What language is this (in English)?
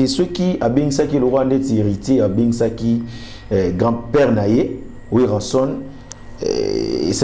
Lingala